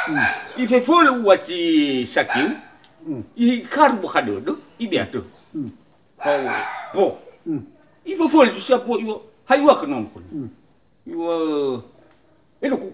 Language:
Nias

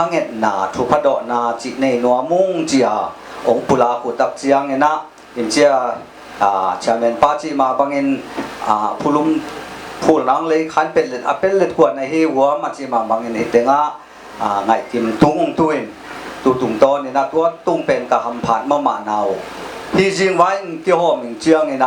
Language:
Tedim Chin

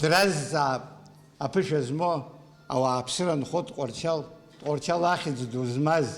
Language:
Abkhazian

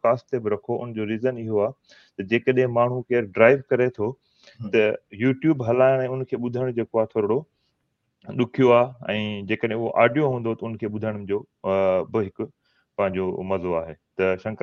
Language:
Sindhi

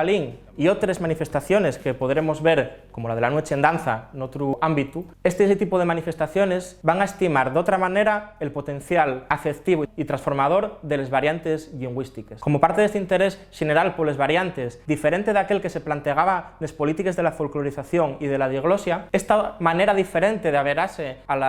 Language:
Asturian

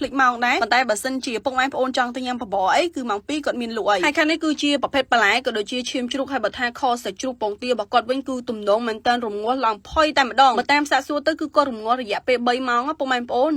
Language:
Khmer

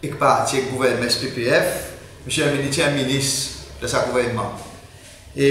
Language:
Seselwa Creole French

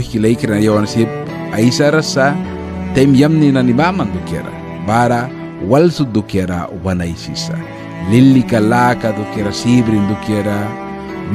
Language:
Mískito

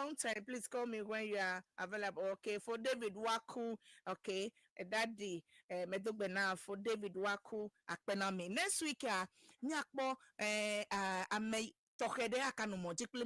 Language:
Ewe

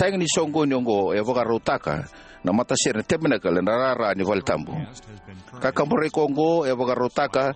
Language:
Fijian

